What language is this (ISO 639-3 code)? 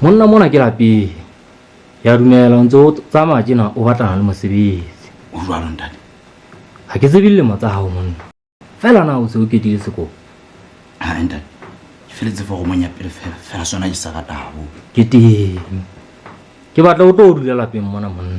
sot